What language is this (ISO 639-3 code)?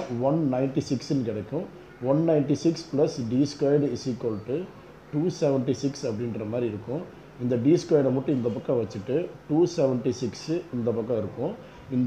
tam